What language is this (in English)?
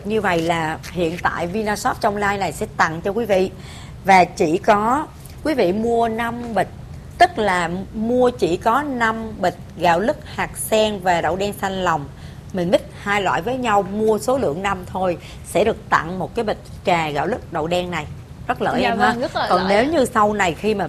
Vietnamese